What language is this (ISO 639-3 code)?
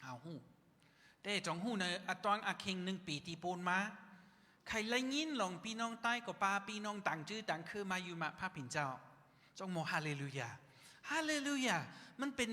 shn